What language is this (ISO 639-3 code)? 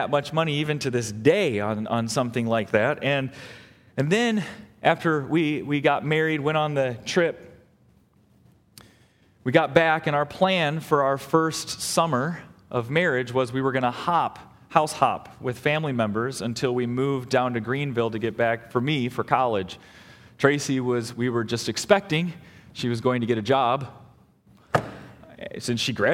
eng